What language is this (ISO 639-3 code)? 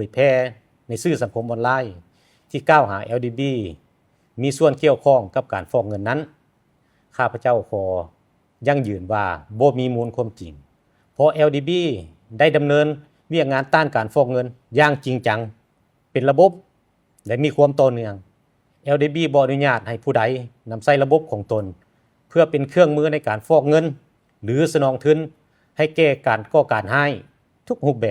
lao